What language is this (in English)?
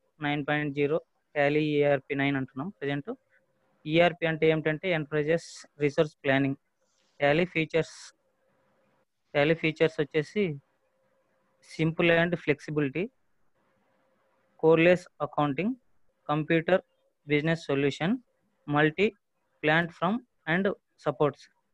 Telugu